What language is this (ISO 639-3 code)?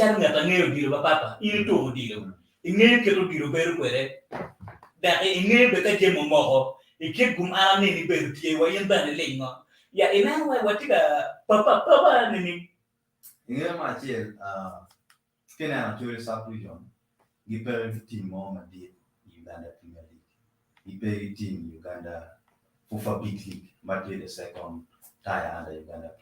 ach